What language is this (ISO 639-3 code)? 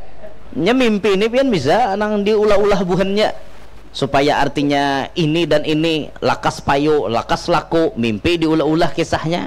bjn